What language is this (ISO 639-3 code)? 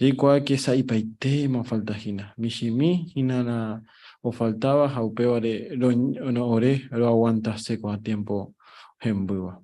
grn